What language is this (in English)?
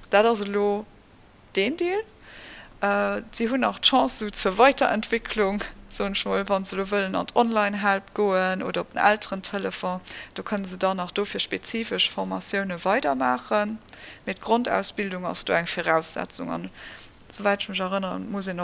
Luxembourgish